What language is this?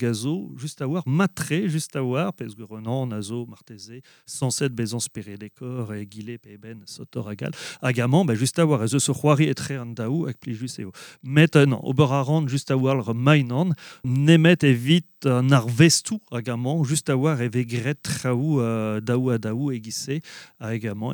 Breton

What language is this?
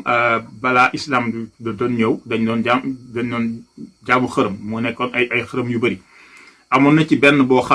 Wolof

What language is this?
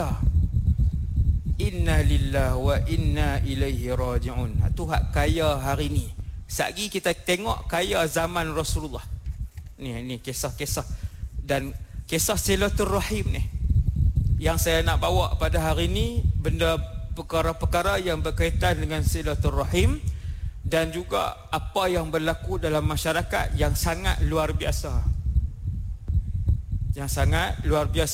Malay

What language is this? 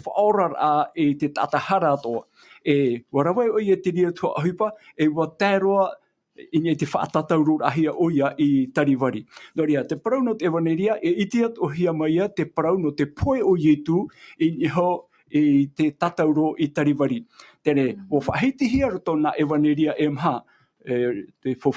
Tahitian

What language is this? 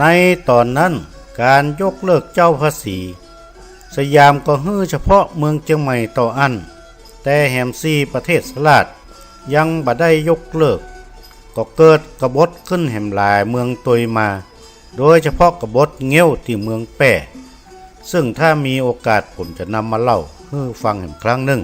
Northern Thai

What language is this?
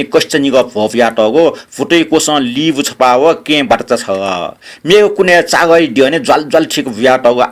Newari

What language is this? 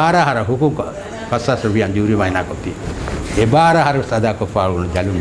Divehi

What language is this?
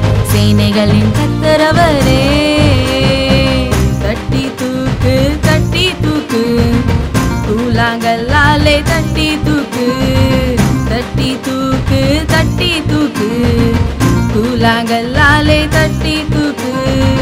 Tamil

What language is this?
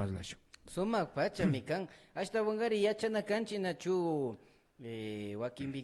Imbabura Highland Quichua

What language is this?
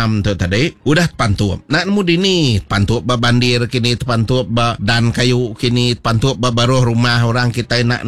Iban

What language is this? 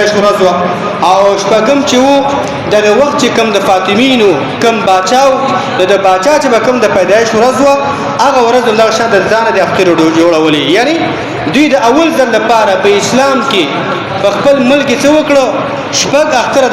Pashto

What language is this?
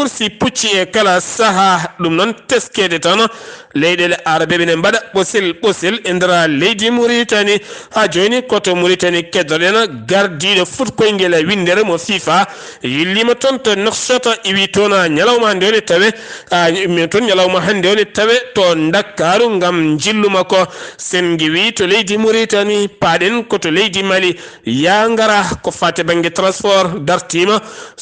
Fula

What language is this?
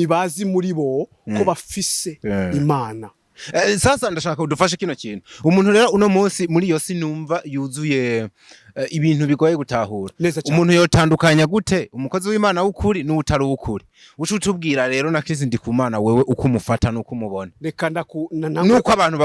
Rundi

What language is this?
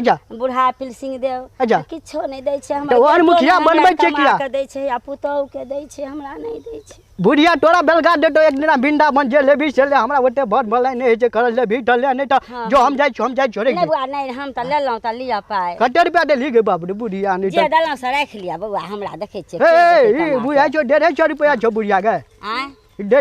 Maithili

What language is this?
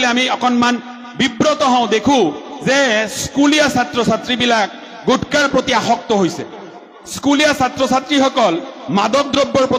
Assamese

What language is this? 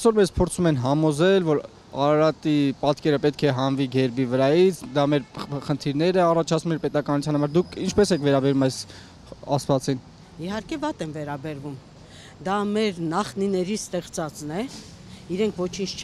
Armenian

